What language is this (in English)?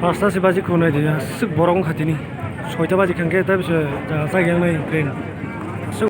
Kok Borok